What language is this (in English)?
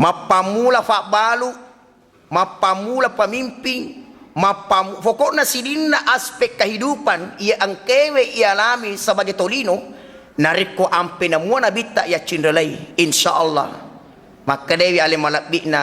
Buginese